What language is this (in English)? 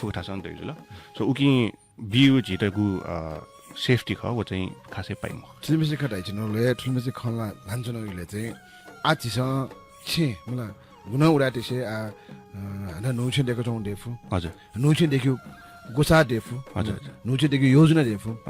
Newari